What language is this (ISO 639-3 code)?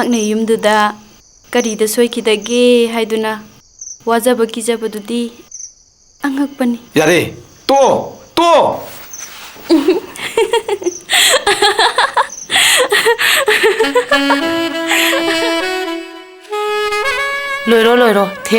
mni